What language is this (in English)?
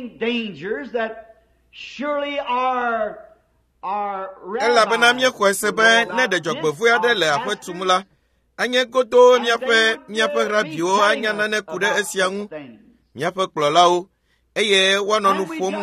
Ewe